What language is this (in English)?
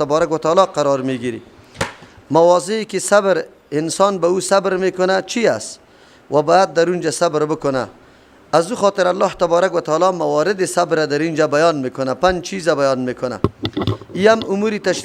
Persian